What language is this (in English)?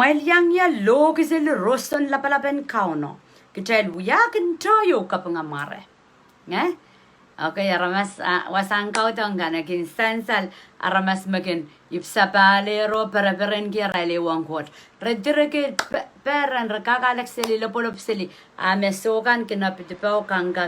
Pohnpeian